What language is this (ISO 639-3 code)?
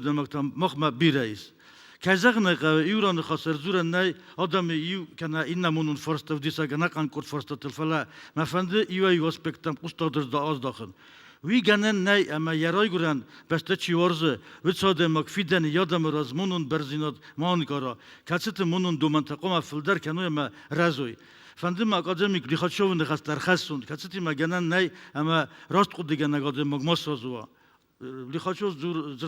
oss